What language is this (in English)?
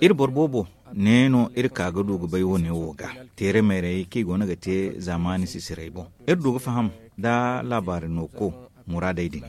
Zarma